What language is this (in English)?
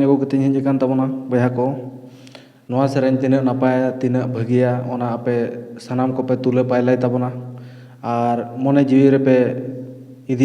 Santali